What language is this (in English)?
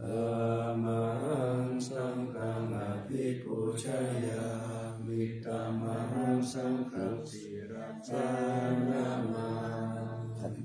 Pali